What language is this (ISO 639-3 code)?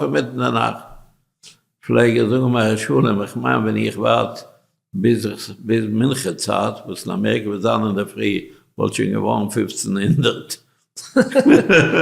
yid